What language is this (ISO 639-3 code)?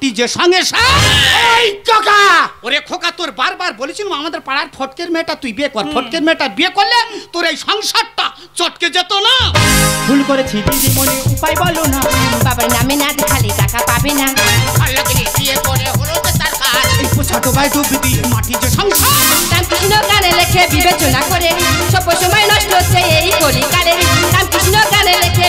ben